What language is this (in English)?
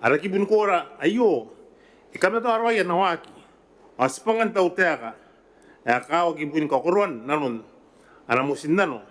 Gilbertese